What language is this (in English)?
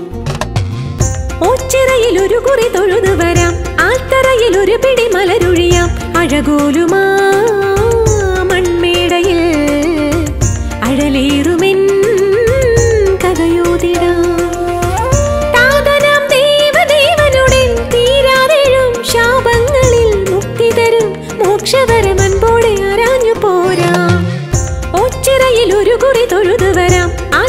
Malayalam